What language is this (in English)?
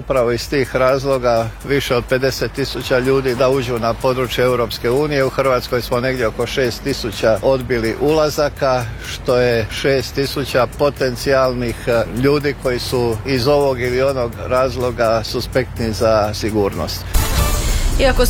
Croatian